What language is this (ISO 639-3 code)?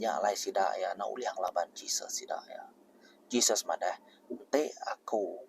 iba